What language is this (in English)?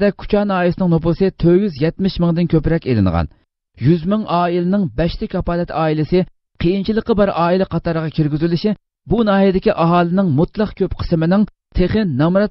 Uyghur